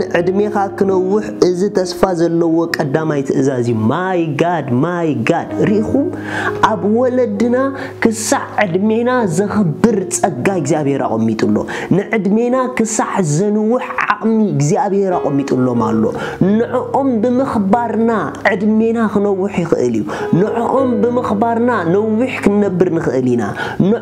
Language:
Tigrinya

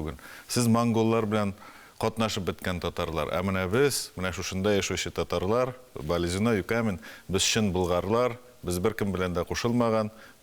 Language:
Tatar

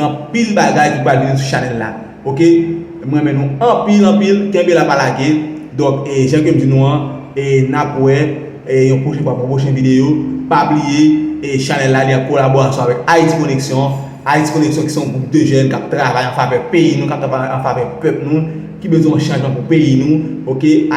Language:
Haitian Creole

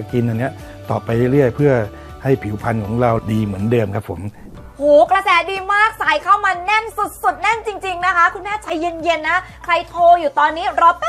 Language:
Thai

